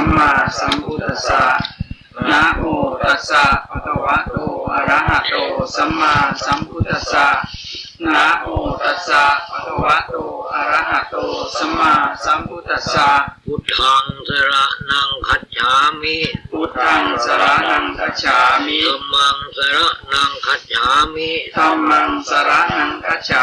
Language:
Pali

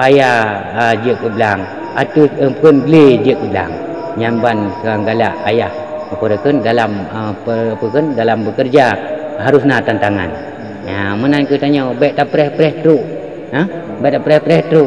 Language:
Achinese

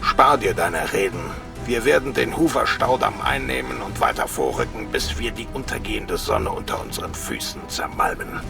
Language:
Bavarian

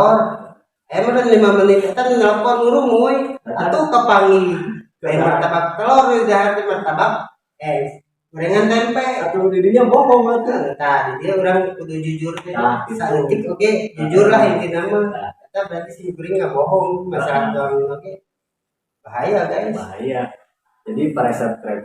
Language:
Sundanese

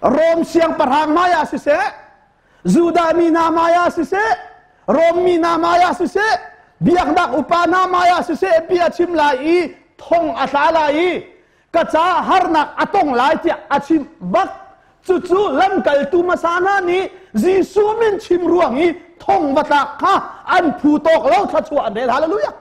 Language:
Hakha Chin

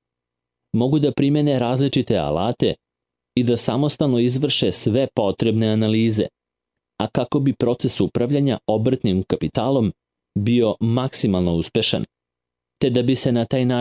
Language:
Serbian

